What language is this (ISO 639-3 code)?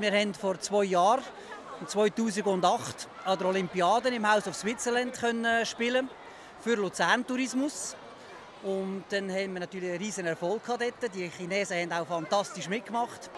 gsw